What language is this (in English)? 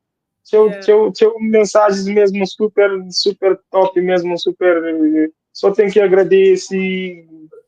Kabuverdianu